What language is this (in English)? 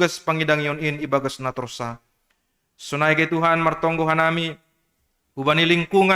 Batak Simalungun